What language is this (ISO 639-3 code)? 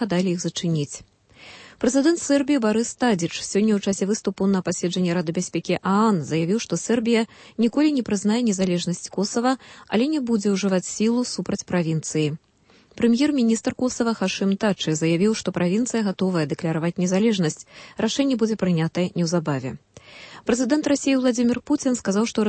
bel